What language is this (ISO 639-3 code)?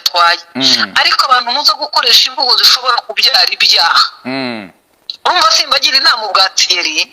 kin